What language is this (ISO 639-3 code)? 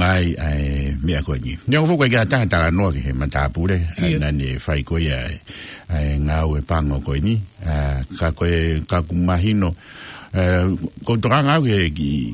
ton